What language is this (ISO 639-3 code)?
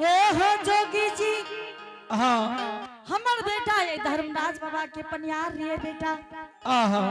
anp